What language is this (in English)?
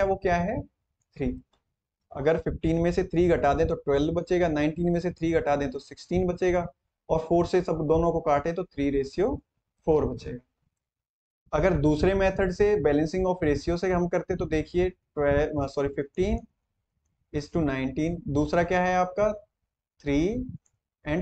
Hindi